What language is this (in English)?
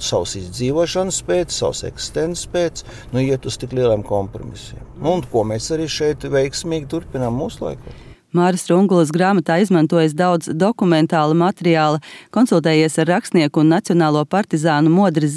Latvian